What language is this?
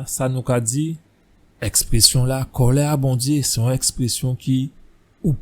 Guadeloupean Creole French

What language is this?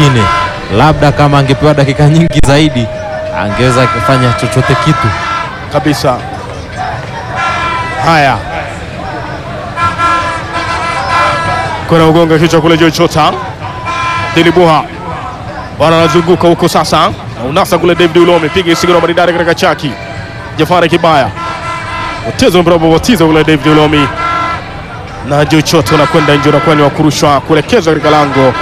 Swahili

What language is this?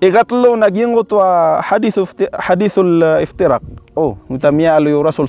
Maranao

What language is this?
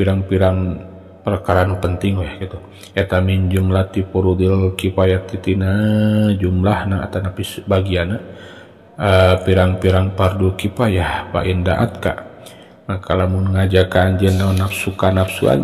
Sundanese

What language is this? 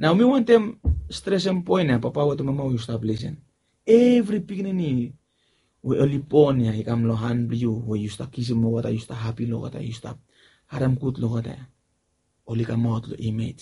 Bislama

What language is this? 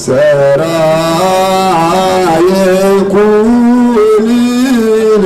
Tigrinya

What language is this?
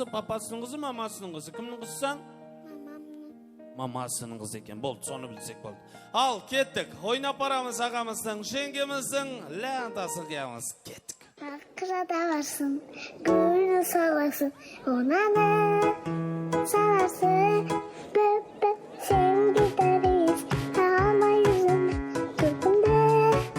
Kara-Kalpak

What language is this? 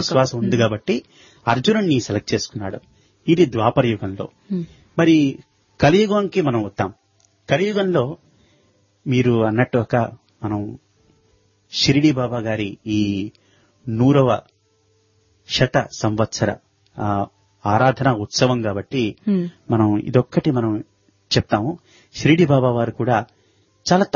Telugu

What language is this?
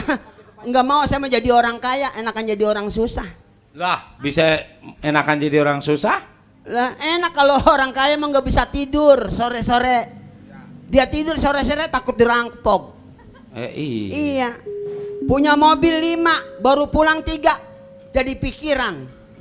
Betawi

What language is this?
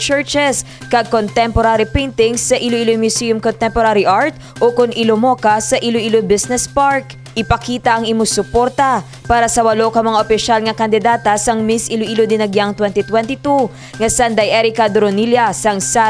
Hiligaynon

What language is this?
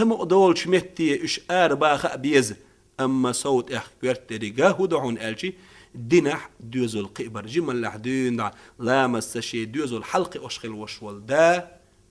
Chechen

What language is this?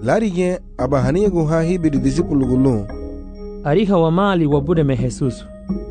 Garifuna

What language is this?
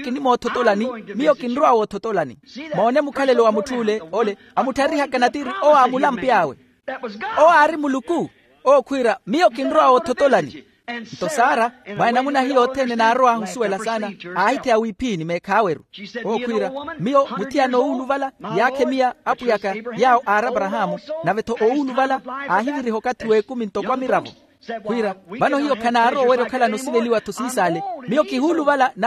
Makhuwa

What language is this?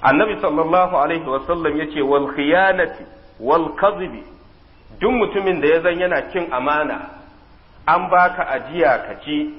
Hausa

